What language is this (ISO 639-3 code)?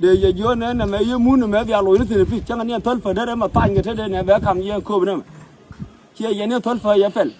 nus